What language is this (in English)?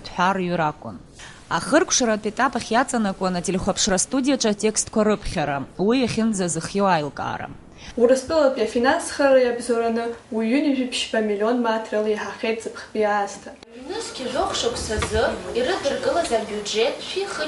Abkhazian